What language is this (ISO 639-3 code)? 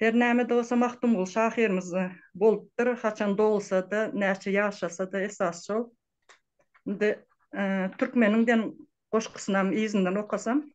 tuk